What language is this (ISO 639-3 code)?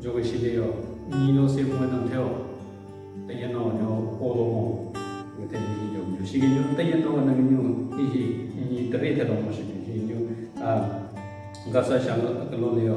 nre